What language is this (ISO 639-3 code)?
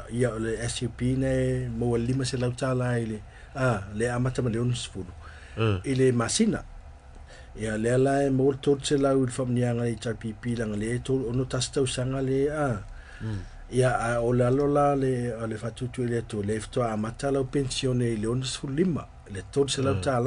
smo